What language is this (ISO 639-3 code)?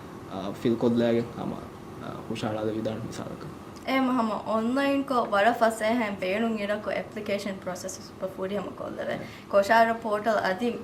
div